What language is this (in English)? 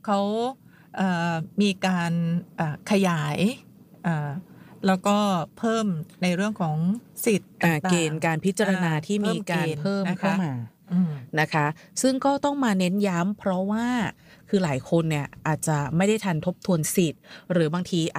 Thai